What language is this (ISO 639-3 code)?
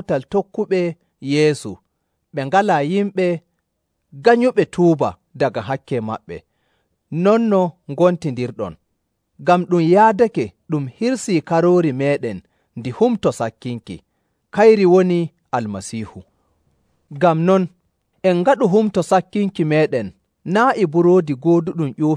fuv